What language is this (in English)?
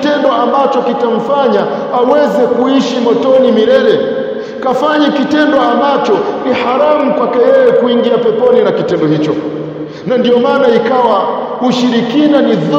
Swahili